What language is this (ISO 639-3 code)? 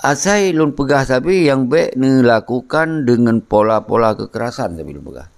ace